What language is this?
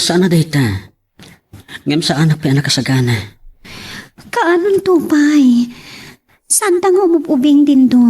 Iloko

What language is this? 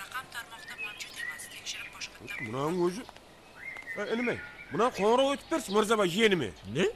Kara-Kalpak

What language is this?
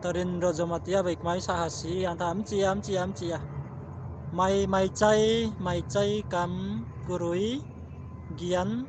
Riang (India)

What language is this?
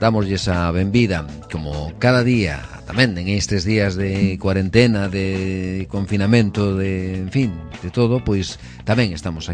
Galician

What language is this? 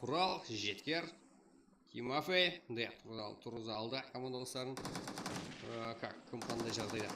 Kara-Kalpak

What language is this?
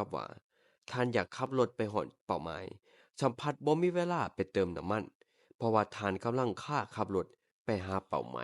Lao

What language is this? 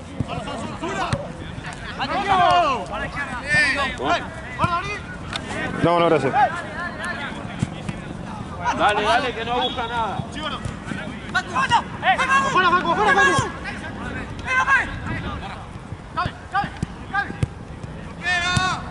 Spanish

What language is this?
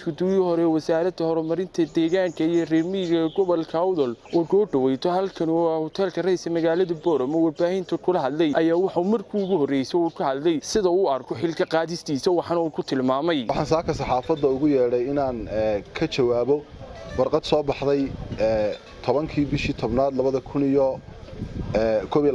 Somali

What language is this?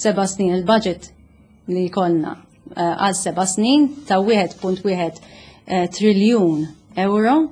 Maltese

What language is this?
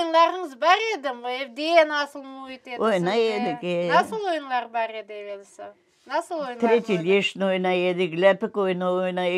Crimean Tatar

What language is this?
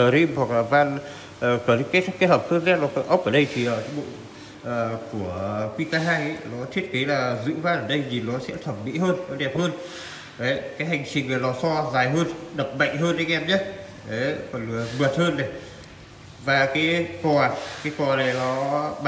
Vietnamese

